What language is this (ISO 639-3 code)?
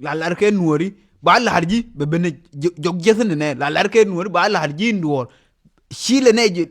nus